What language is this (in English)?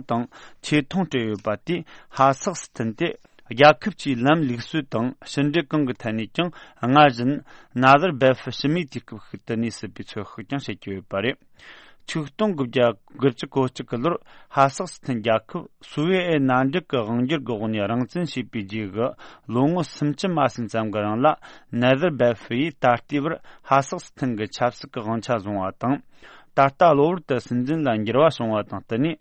Tibetan